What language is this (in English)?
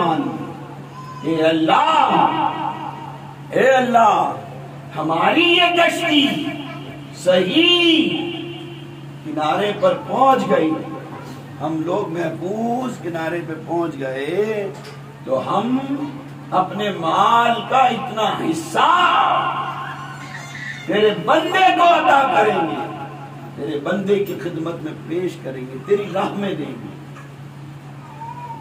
Urdu